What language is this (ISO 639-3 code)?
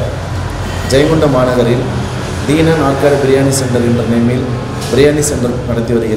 tam